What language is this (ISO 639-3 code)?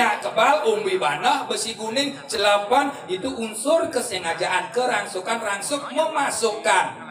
ban